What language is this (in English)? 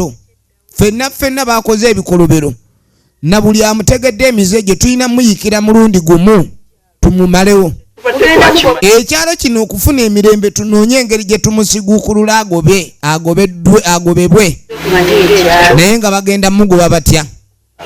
Ganda